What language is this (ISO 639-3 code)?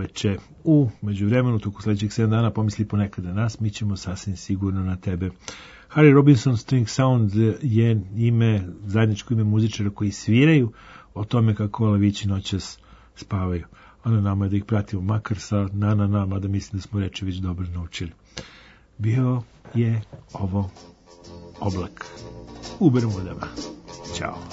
srp